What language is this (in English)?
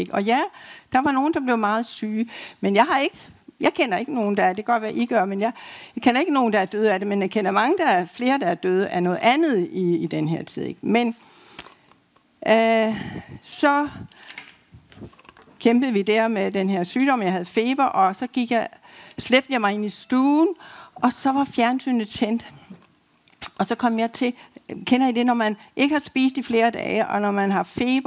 Danish